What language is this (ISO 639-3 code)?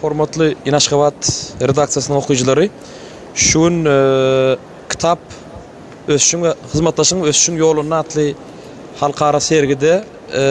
tuk